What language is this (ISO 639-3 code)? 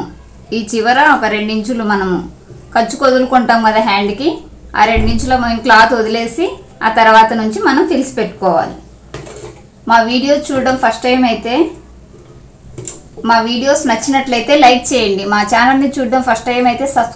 tel